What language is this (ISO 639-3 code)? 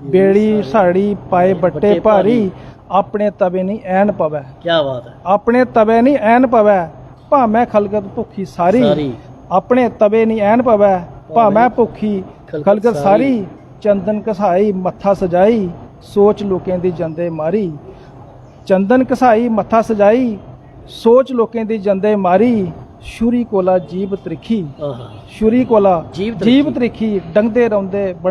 doi